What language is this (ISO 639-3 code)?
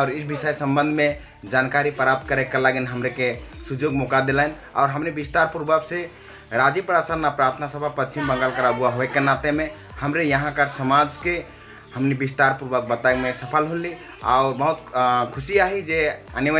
sck